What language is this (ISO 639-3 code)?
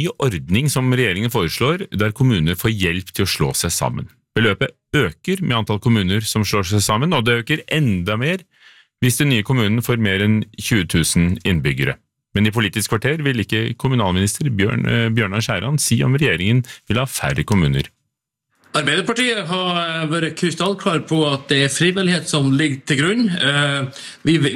nor